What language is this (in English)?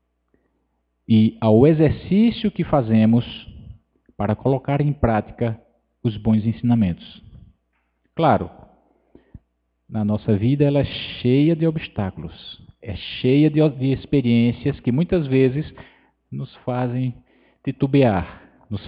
Portuguese